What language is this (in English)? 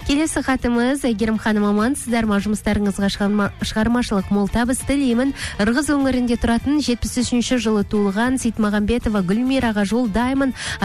Kazakh